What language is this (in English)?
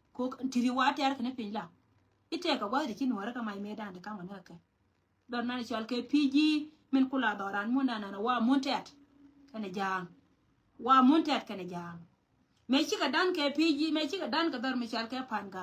Nuer